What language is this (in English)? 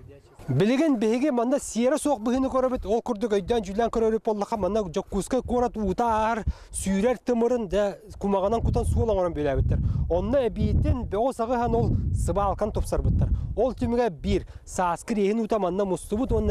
Yakut